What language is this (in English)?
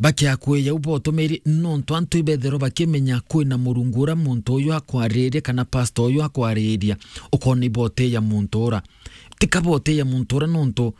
Meru